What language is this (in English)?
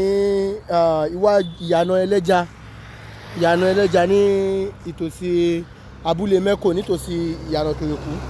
Yoruba